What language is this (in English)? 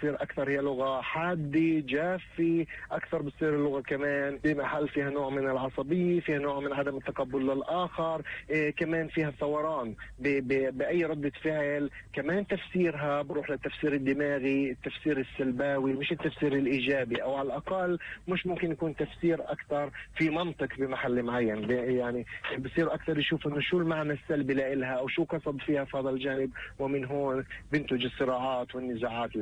North Levantine Arabic